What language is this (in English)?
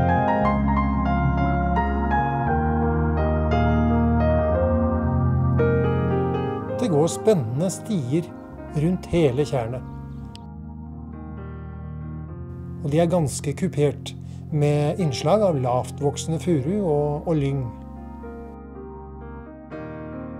Norwegian